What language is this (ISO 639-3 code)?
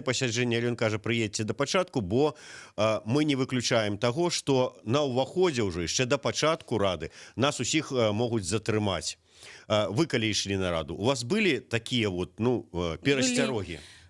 bel